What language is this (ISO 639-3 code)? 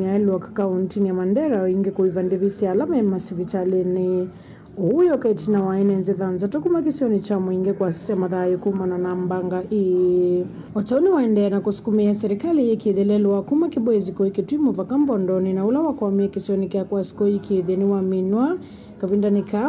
kam